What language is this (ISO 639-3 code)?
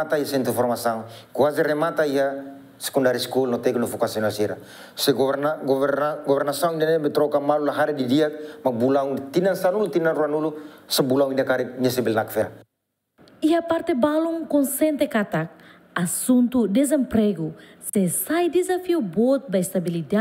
tet